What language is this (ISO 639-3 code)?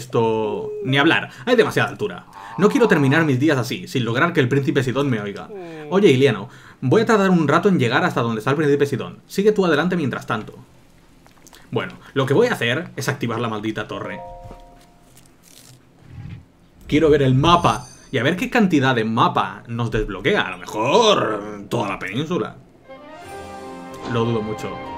spa